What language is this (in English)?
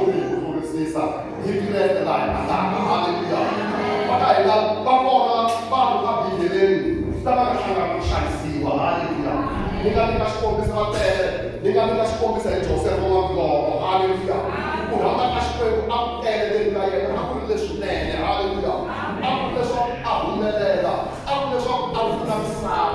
Tsonga